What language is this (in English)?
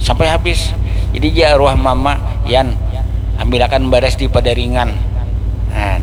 Banjar